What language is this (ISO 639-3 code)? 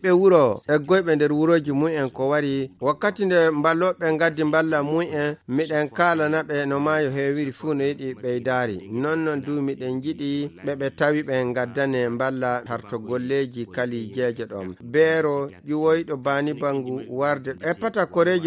ful